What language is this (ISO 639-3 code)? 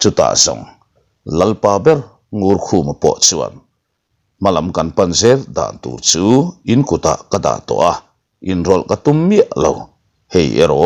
lus